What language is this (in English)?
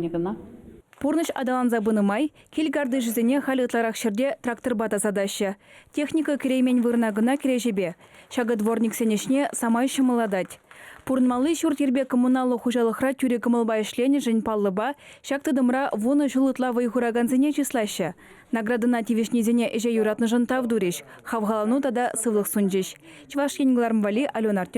Chuvash